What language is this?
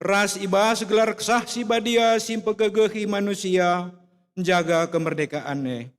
Batak Karo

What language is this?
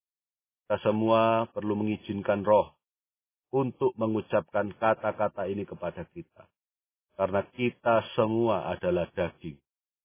Indonesian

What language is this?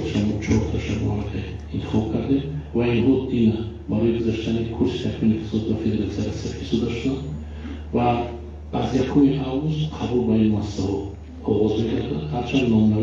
Tajik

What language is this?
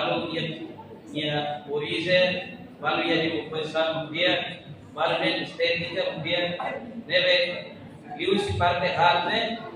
Tetum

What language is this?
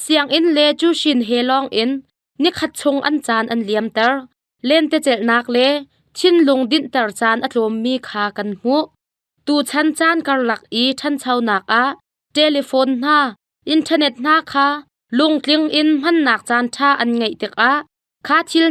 Hakha Chin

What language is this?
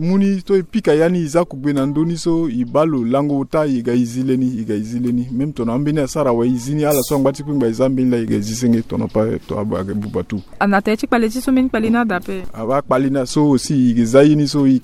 Sango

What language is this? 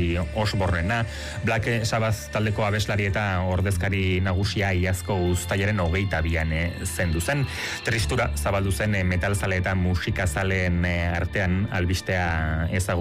Basque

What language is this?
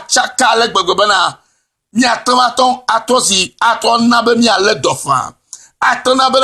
Ewe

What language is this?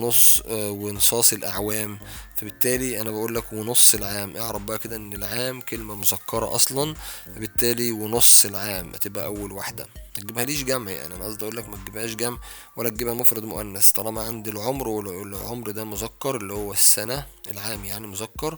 Egyptian Arabic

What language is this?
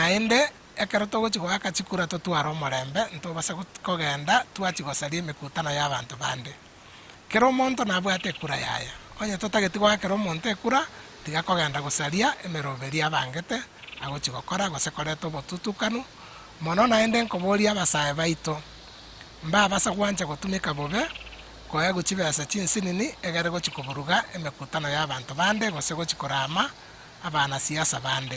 Gusii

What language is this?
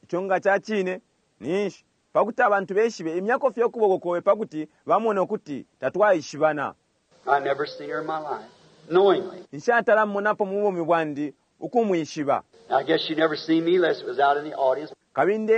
Bemba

